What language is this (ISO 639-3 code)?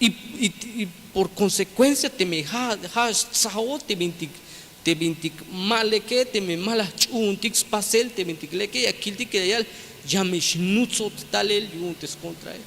tzh